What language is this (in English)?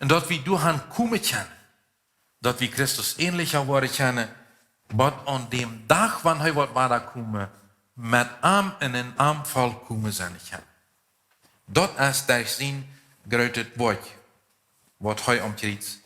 Plautdietsch